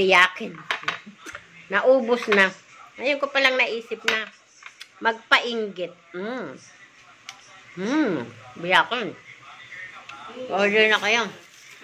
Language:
Filipino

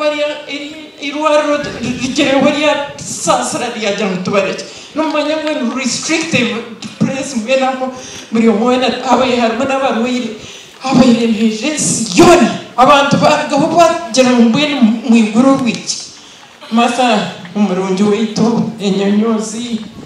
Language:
Nyankole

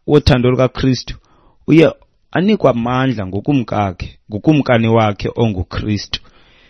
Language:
Xhosa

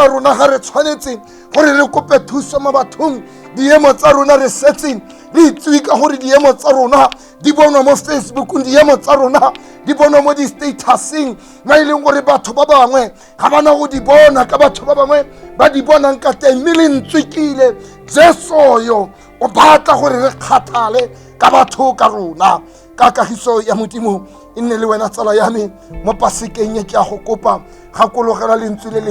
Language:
Tswana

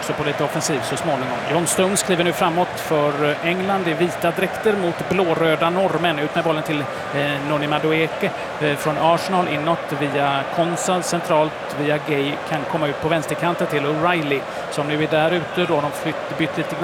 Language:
Swedish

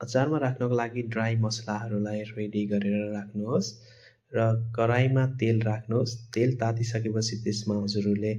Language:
Nepali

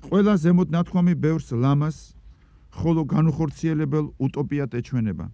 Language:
Georgian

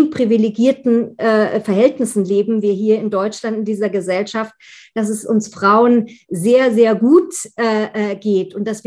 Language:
German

